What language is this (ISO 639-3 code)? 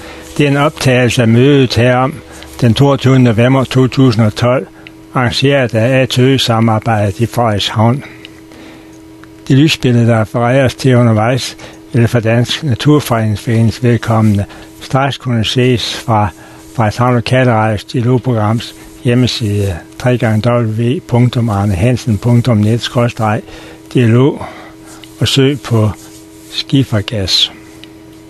dan